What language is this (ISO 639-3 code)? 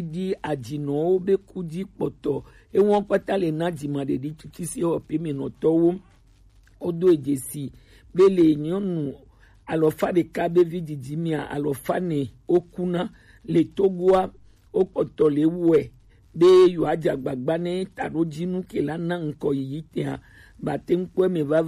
gej